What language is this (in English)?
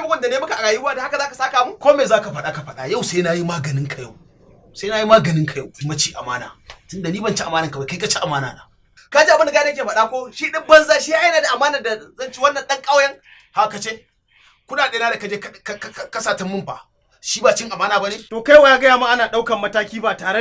Hausa